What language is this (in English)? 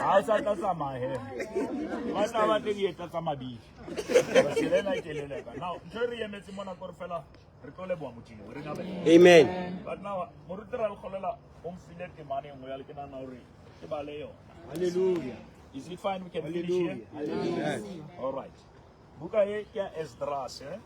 Southern Sotho